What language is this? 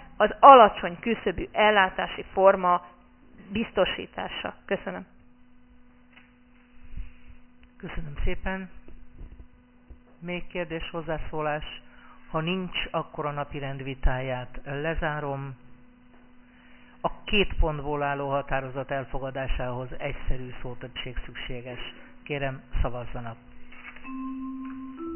Hungarian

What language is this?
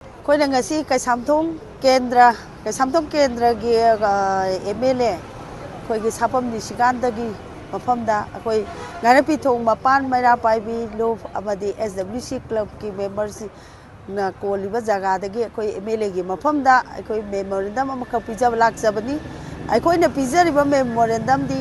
Manipuri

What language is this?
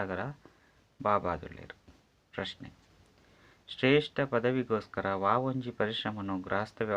Tulu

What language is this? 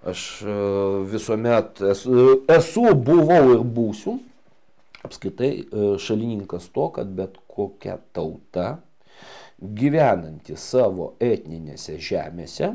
Lithuanian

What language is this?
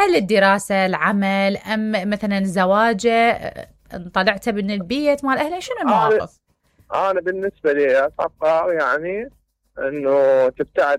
Mesopotamian Arabic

